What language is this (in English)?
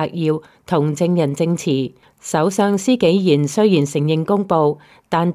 Cantonese